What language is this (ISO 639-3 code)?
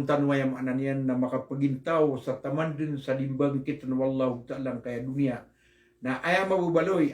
mrw